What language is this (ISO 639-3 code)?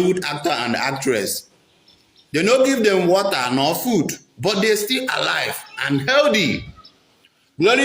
pcm